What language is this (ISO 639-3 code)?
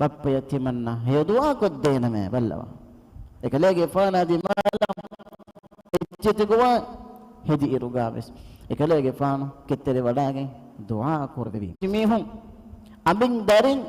div